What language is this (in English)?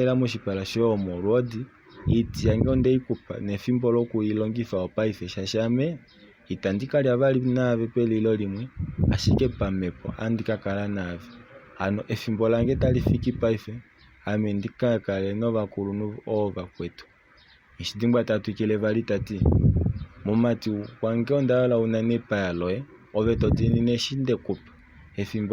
Kuanyama